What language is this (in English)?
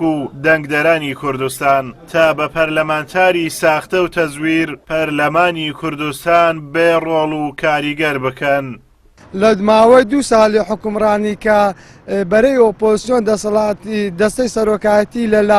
Central Kurdish